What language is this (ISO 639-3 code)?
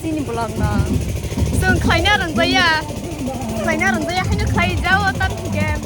trp